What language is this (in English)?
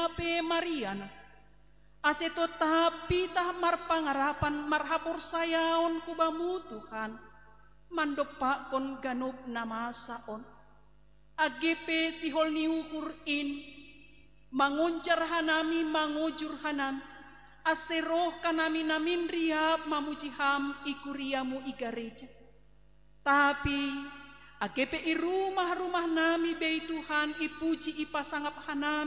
Batak Simalungun